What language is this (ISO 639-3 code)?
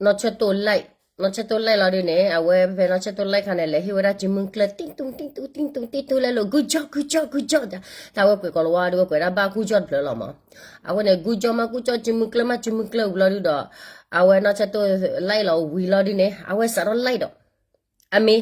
ksw